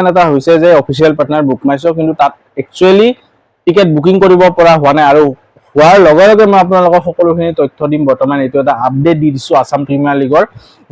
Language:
Assamese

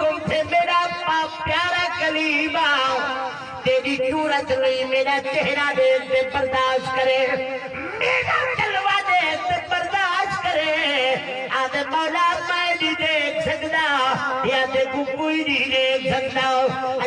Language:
Saraiki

